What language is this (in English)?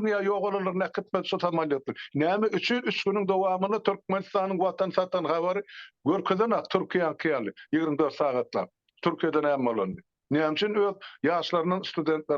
Turkmen